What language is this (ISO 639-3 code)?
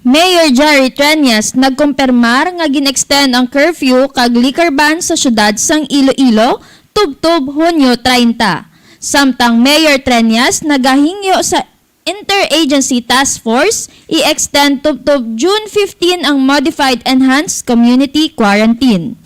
hil